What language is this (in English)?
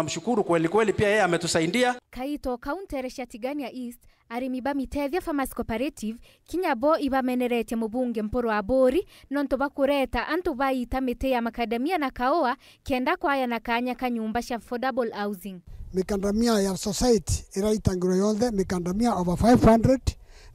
Meru